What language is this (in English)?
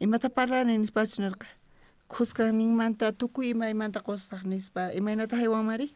South Bolivian Quechua